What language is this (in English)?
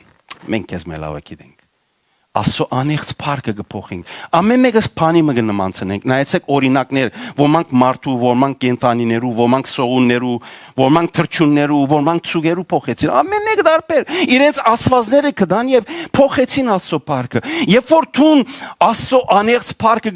Western Armenian